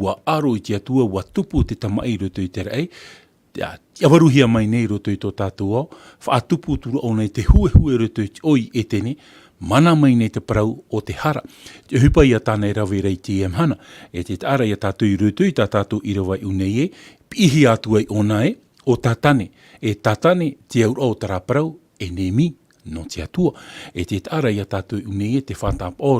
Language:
Tahitian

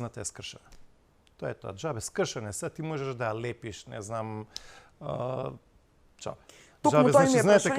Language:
Macedonian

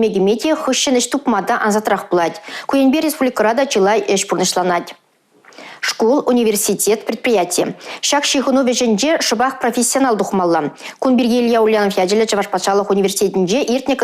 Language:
Chuvash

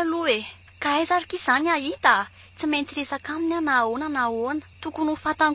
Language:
Malagasy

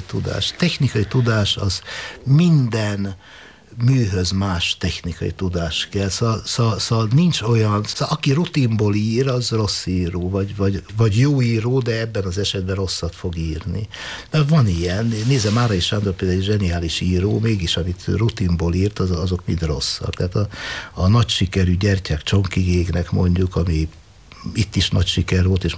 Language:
Hungarian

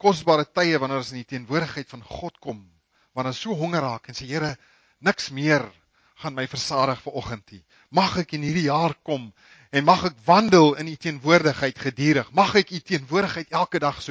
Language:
Afrikaans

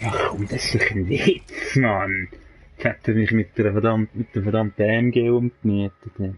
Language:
Swiss German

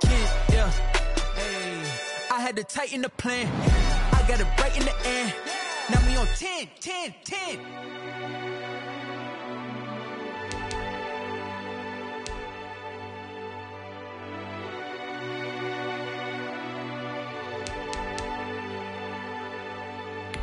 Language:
English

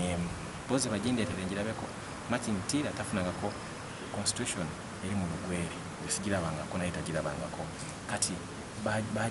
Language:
Ganda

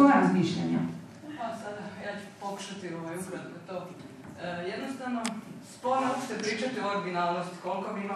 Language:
Croatian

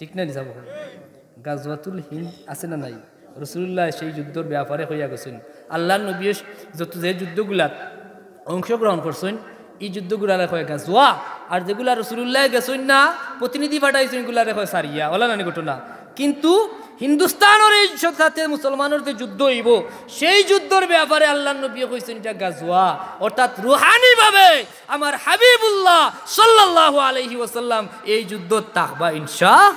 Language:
Sylheti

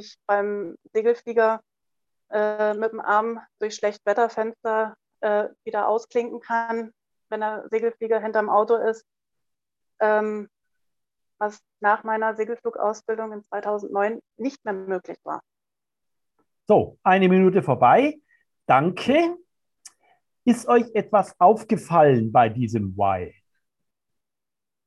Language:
German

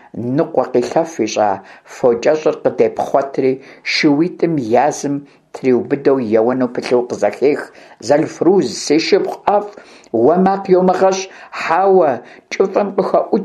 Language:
Kabardian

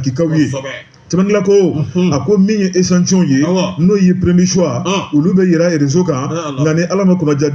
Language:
Bambara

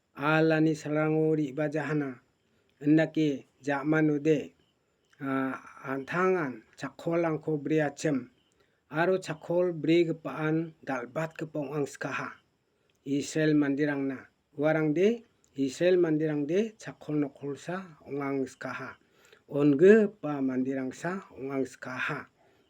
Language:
Garo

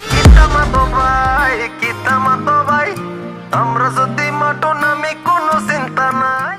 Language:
Sylheti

